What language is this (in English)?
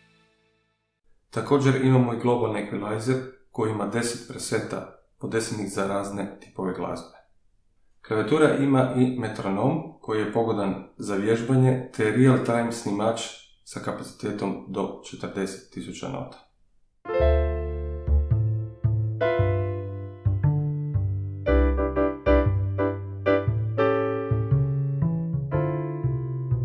Croatian